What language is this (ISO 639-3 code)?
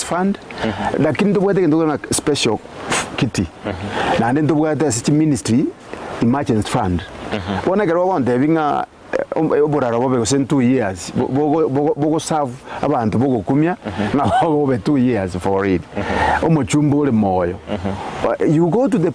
guz